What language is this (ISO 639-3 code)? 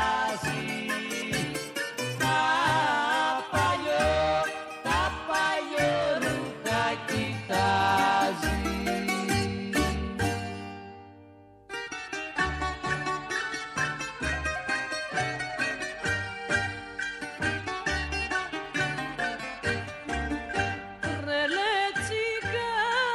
ell